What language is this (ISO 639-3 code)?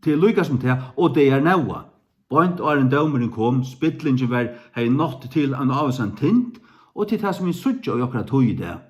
fao